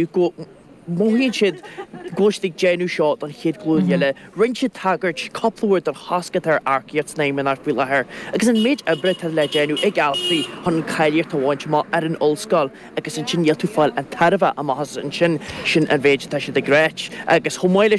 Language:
Irish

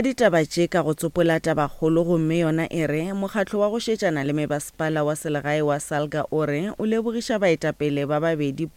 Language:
Northern Sotho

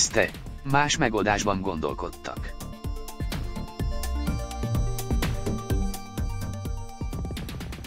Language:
Hungarian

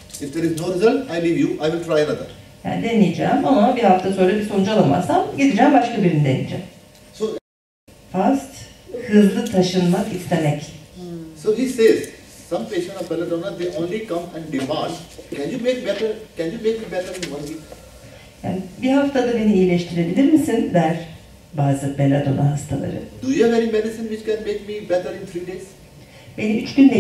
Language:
Turkish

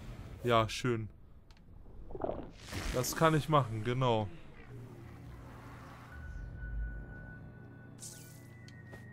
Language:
German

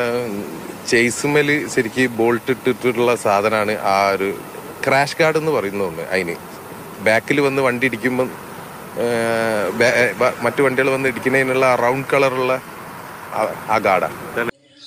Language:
Malayalam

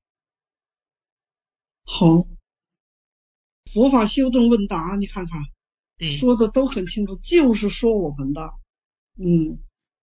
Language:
Chinese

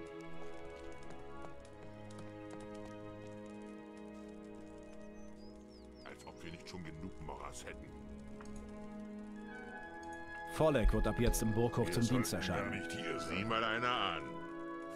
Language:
German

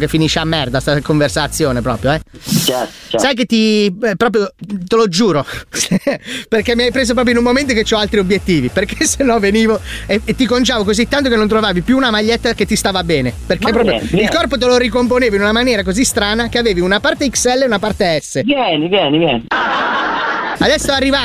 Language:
Italian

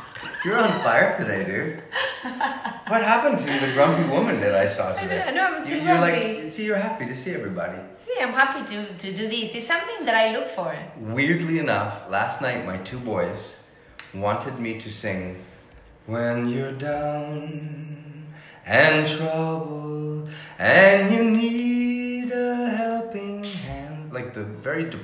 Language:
English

